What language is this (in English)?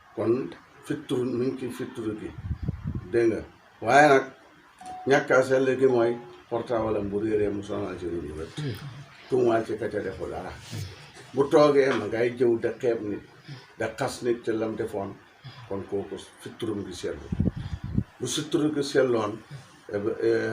Wolof